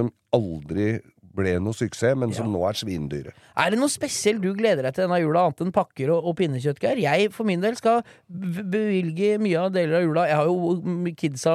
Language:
Norwegian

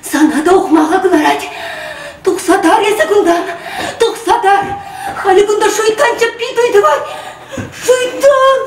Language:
Chuvash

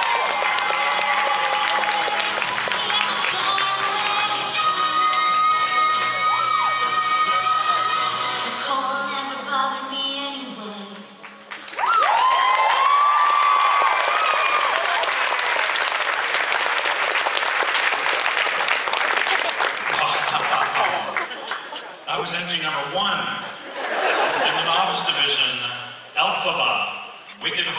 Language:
English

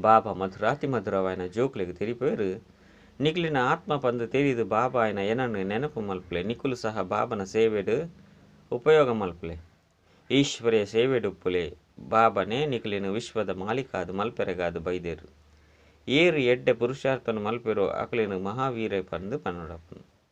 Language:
Tulu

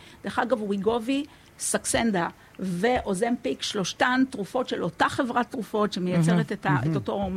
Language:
Hebrew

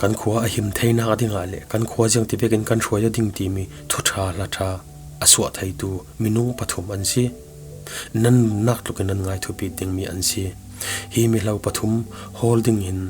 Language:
Falam Chin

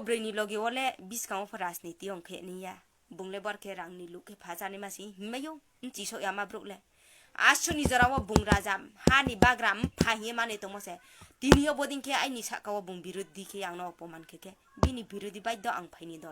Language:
Riang (India)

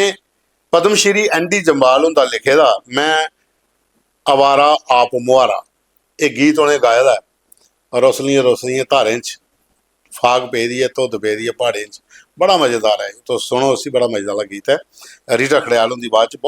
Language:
Dogri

